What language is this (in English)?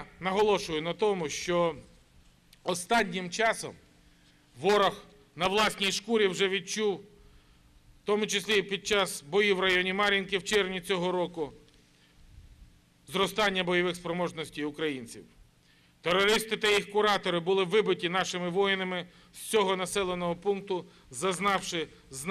Ukrainian